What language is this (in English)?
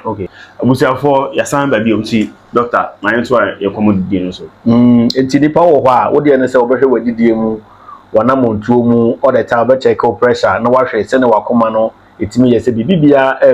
Akan